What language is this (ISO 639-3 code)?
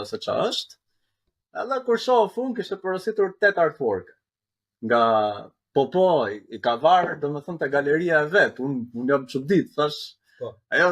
sqi